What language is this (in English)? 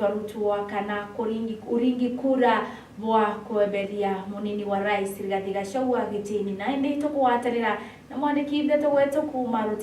Meru